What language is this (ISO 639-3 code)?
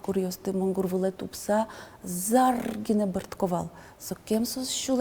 udm